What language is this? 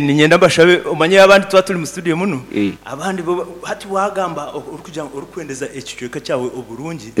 Nyankole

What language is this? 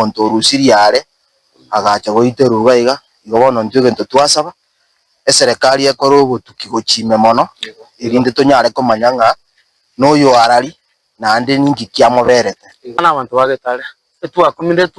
Gusii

